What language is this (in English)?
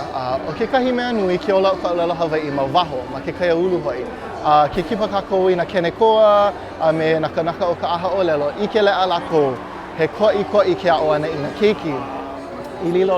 Hawaiian